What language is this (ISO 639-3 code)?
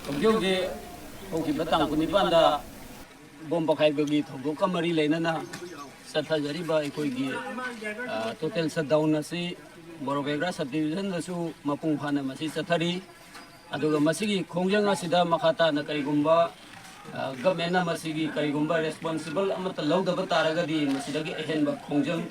mni